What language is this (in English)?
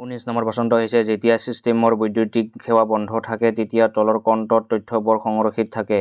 Assamese